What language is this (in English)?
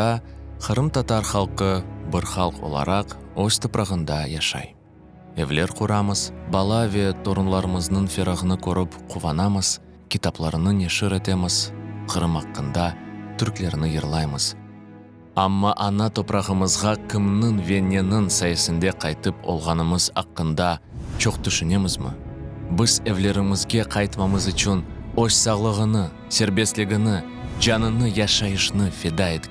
Crimean Tatar